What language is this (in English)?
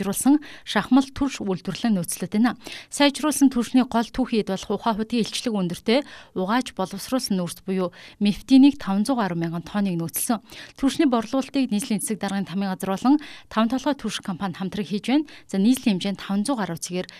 Mongolian